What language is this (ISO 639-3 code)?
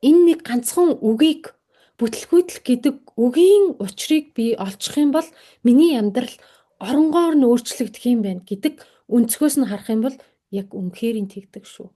mon